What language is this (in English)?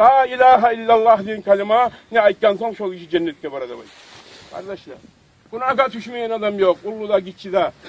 Kumyk